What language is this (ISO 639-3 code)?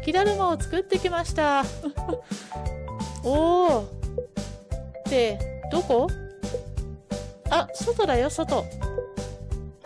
jpn